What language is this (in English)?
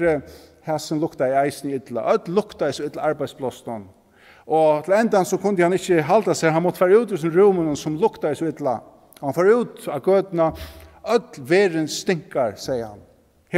Faroese